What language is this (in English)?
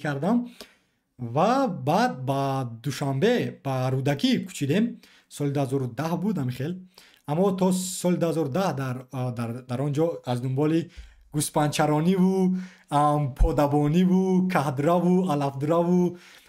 Tajik